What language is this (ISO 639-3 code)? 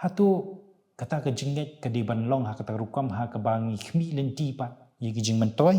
kha